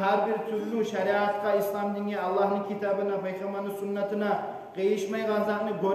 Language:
Kumyk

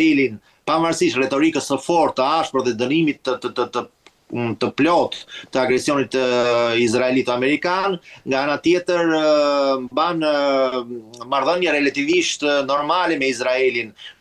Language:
Albanian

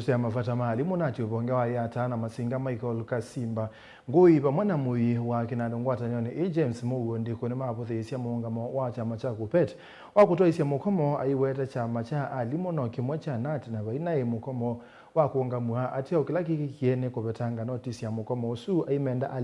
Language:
Kamba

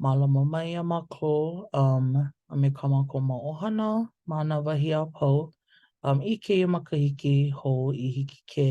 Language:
Hawaiian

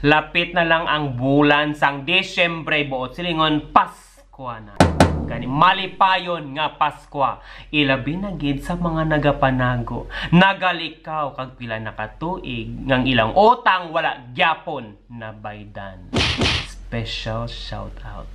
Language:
Hiligaynon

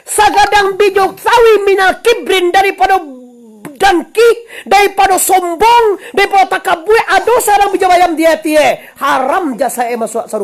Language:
Minangkabau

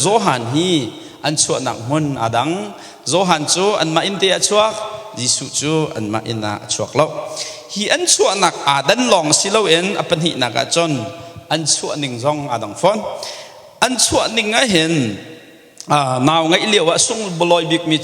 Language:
Hakha Chin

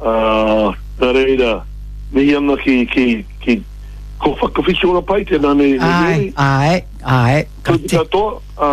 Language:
Māori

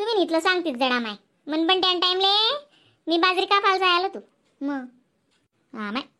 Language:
Khandesi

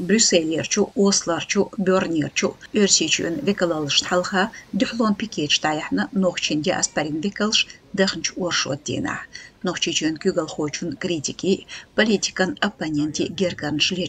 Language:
Chechen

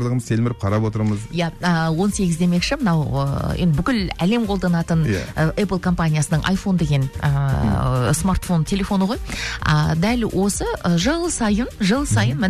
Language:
Kazakh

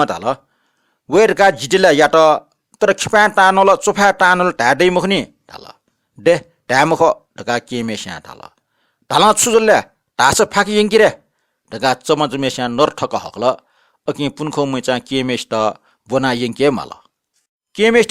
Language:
Newari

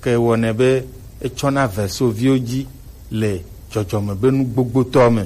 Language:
Gen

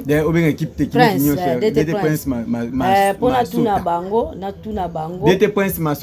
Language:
Lingala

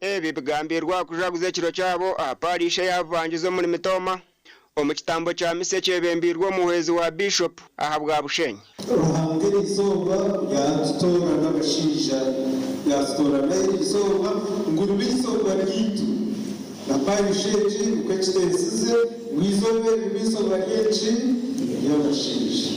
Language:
Nyankole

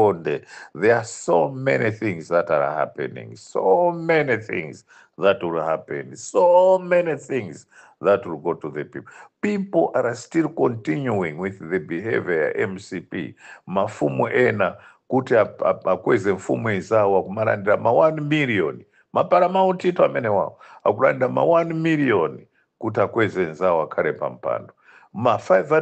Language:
Nyanja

